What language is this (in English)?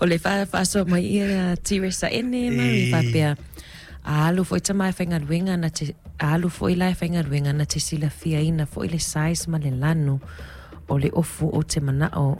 Samoan